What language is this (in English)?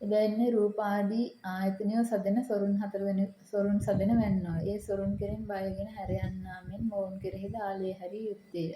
Sinhala